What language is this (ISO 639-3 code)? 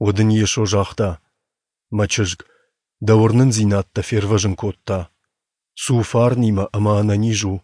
oss